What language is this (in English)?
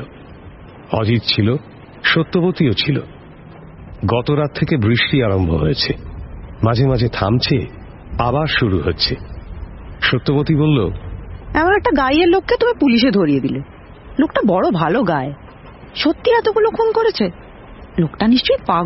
Bangla